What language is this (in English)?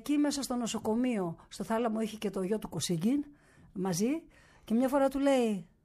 Greek